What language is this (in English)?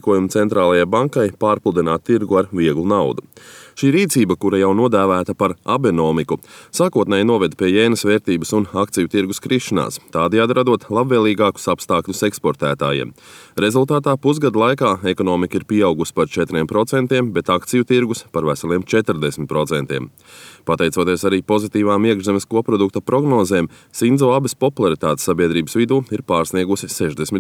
Latvian